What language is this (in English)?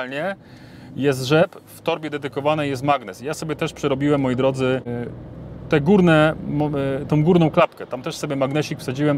Polish